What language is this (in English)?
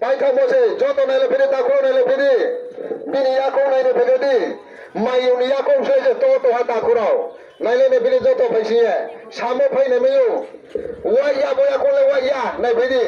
Riang (India)